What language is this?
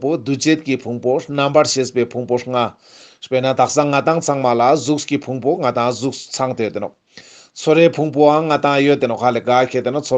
Ladakhi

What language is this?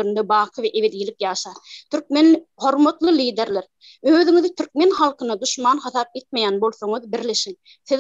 Turkmen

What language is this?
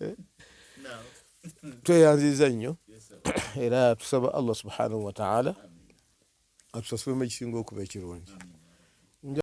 Ganda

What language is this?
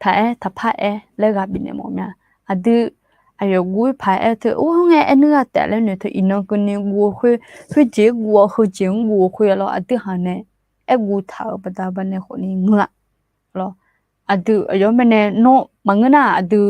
Akha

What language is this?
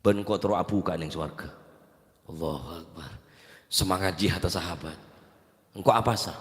Madurese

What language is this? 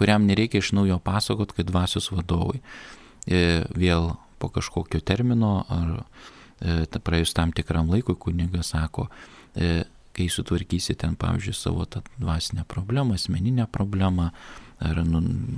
Lithuanian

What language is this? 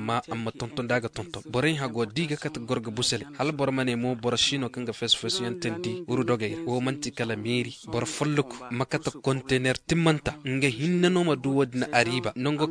Koyraboro Senni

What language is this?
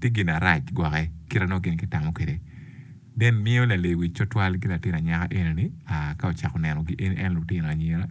Acoli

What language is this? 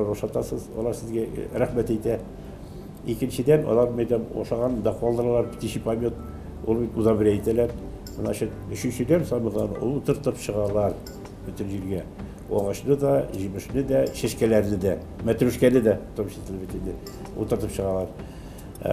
Tatar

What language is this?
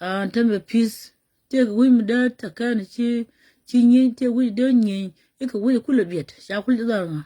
Nuer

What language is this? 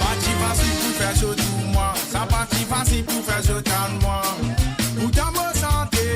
Morisyen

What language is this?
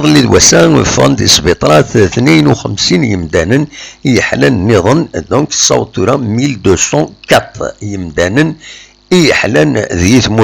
Kabyle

